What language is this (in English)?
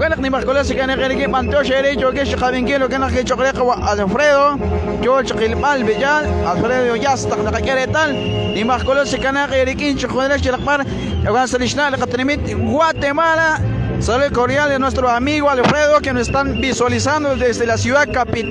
Kekchí